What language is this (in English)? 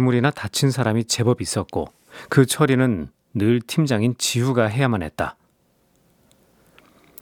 Korean